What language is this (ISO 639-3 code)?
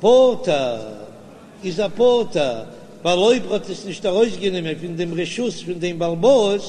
yid